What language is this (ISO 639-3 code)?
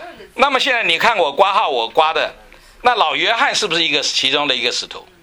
zho